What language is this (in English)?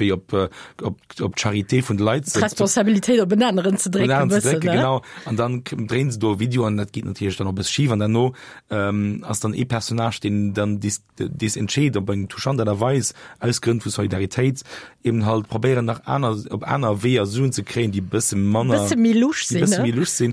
Luxembourgish